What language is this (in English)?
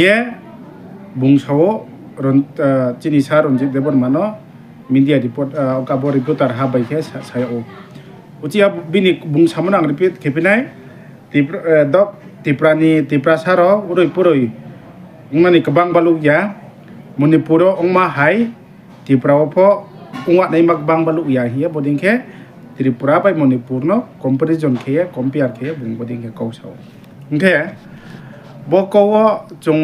Riang (India)